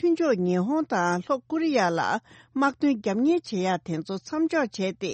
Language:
Tibetan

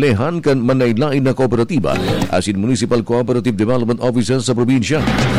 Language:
Bikol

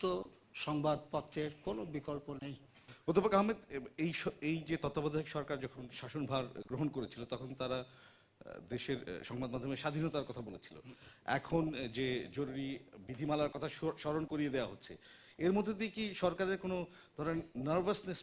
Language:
Bangla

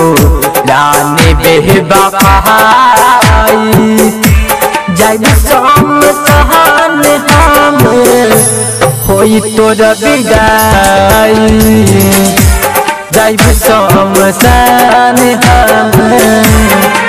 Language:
Bhojpuri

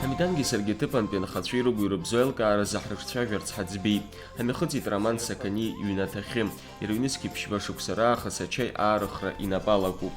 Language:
Abkhazian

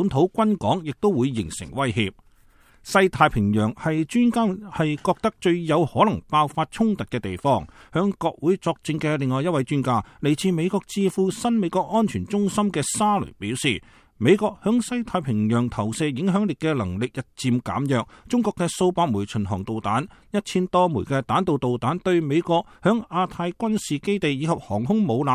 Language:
Cantonese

